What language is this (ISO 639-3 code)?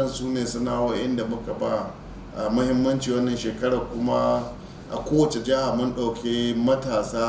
hau